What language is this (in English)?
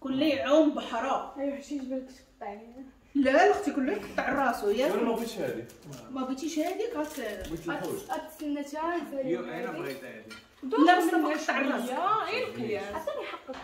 Moroccan Arabic